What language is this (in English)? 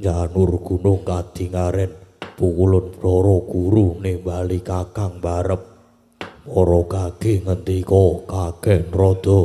Javanese